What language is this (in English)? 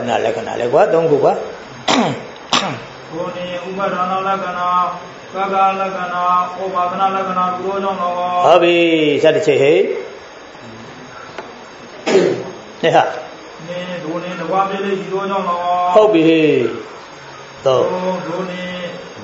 Burmese